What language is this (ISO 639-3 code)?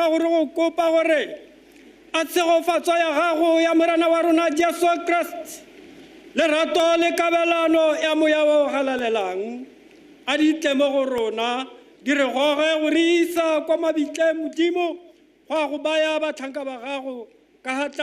tsn